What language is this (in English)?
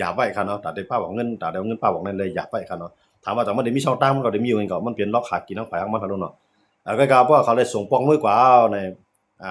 Shan